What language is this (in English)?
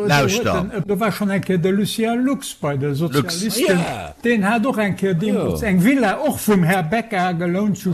Luxembourgish